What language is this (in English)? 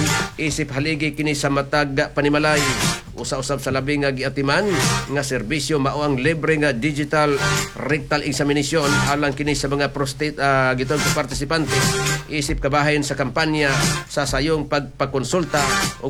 Cebuano